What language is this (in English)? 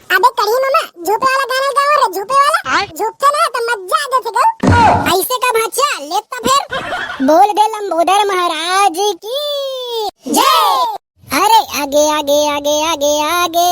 Chhattisgarhi